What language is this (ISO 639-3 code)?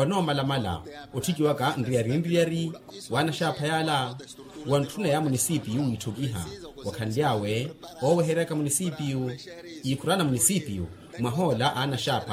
vmw